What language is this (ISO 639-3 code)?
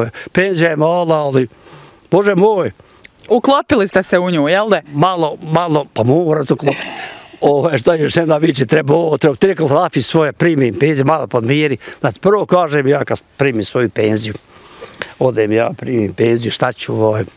bos